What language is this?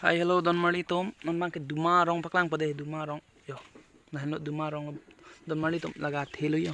Karbi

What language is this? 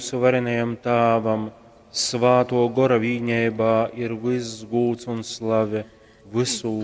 Latgalian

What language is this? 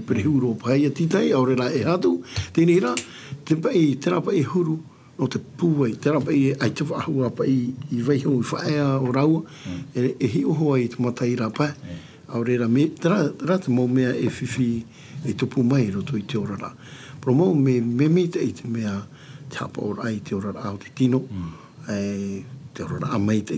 Tahitian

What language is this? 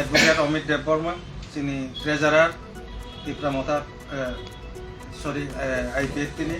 Riang (India)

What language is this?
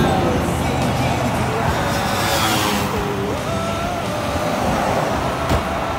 Malay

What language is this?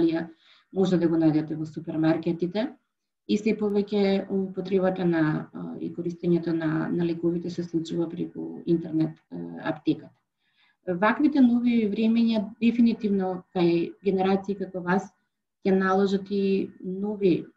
Macedonian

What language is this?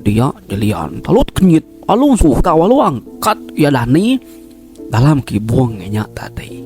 Iban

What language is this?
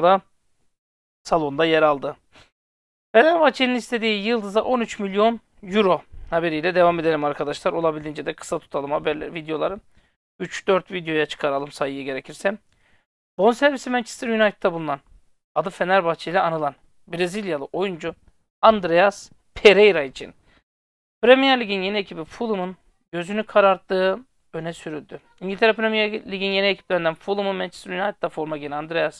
Turkish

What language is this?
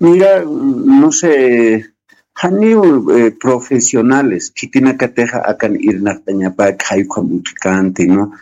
Aymara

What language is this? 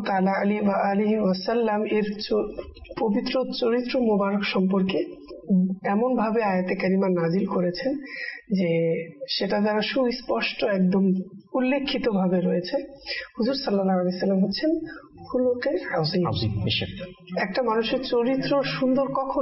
Bangla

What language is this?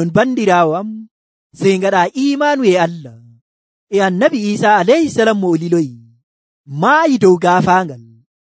Nigerian Fulfulde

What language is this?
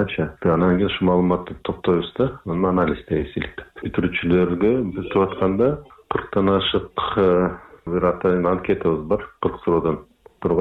Kyrgyz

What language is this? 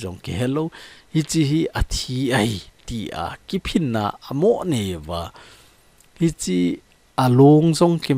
Thado Chin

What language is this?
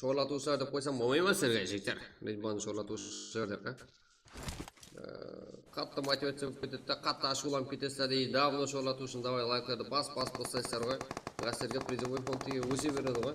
Kara-Kalpak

